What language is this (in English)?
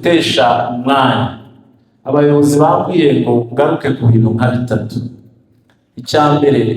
Kinyarwanda